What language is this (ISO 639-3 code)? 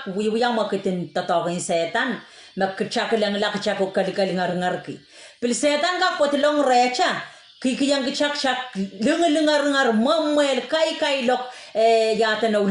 pon